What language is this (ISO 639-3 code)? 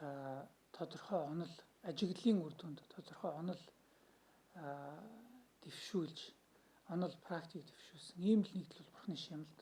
mon